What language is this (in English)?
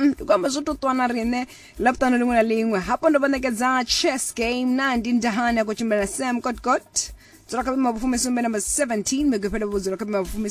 Venda